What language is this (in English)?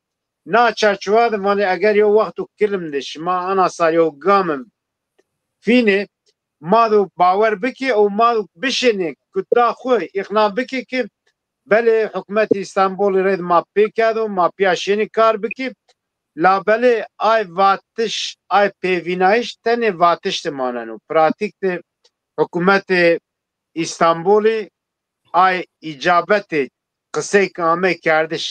Zaza